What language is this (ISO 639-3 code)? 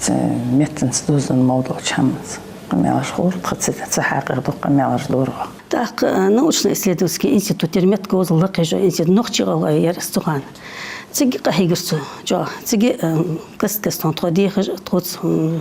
inh